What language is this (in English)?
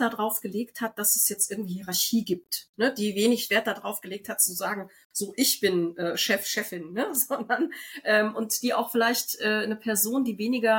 German